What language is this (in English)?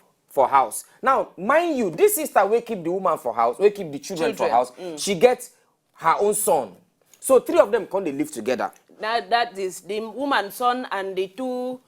Nigerian Pidgin